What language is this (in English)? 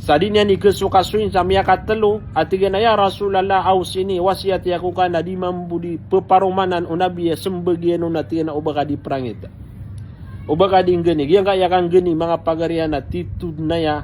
Maranao